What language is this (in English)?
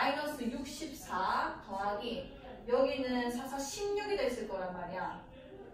Korean